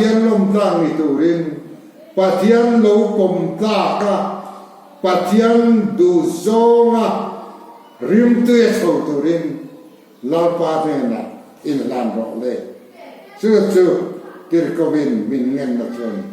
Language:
Mizo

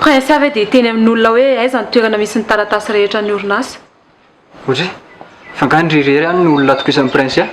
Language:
Malagasy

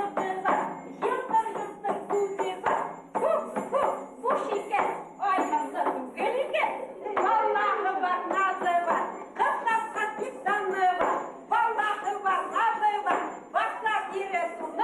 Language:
Bashkir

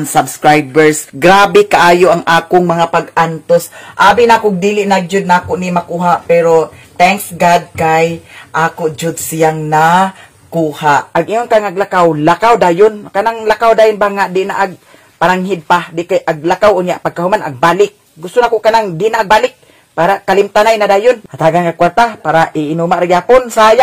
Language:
Cebuano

